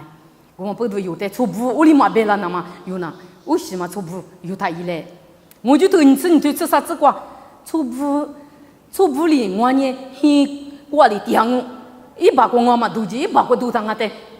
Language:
Lisu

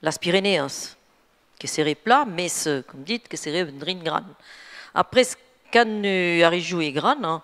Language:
Occitan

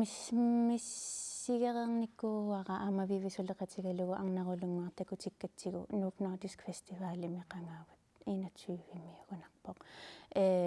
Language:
Kalaallisut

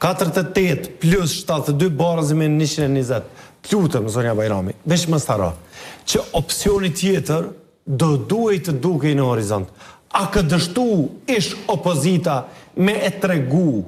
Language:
Albanian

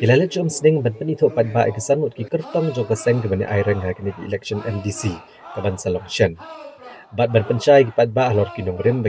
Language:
Khasi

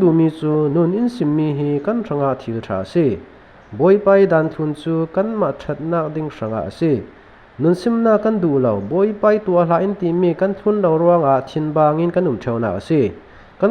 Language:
Falam Chin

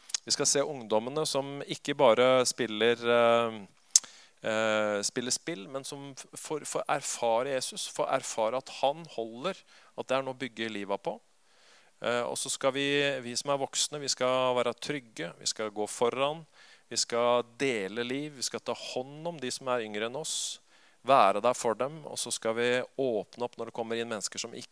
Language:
Norwegian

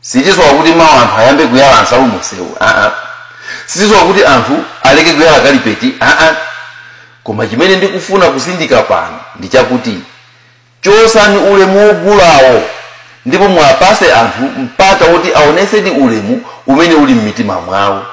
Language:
Nyanja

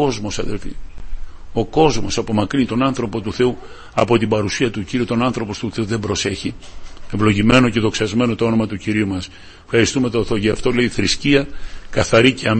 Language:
Greek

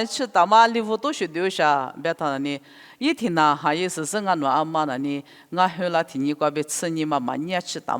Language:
Lisu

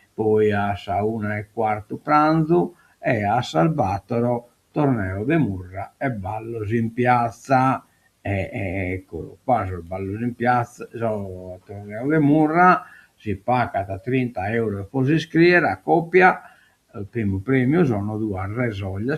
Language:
Sardinian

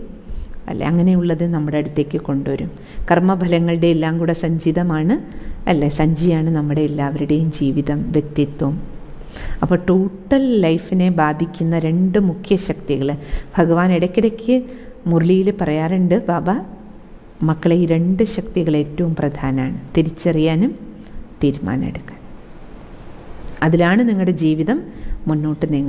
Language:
Malayalam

